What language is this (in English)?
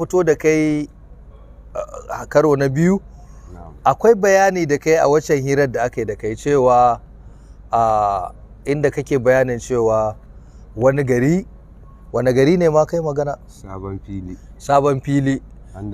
Hausa